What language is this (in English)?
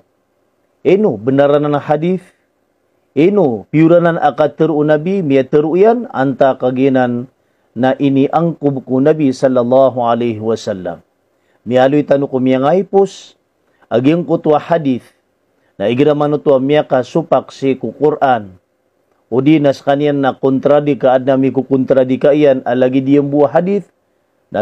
Maranao